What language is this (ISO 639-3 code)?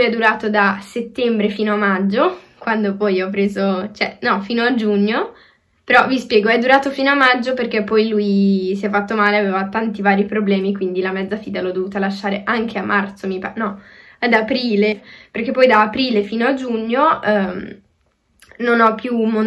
ita